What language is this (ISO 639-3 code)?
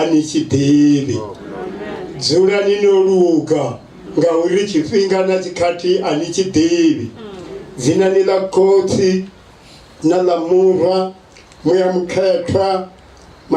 ven